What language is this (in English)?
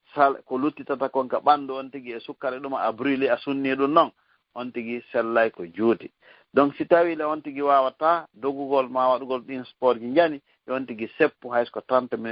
Fula